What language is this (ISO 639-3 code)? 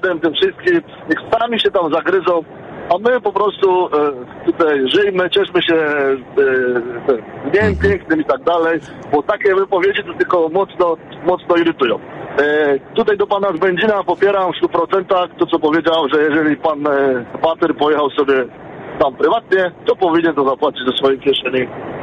pol